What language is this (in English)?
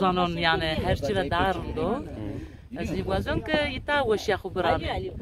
Zaza